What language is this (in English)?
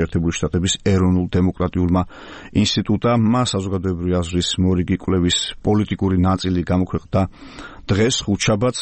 Georgian